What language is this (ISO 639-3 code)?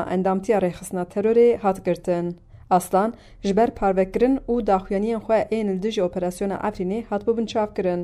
kur